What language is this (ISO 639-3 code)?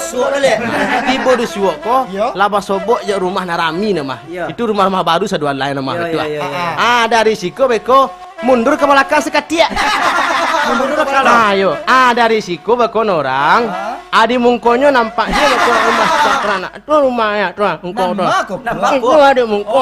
min